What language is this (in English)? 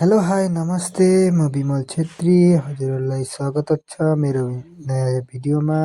Nepali